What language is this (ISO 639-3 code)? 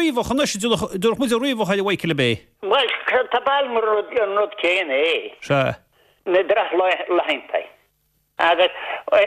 gle